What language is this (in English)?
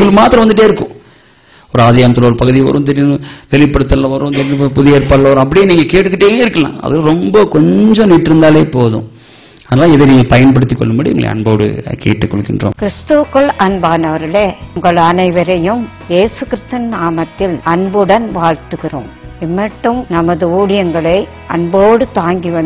Tamil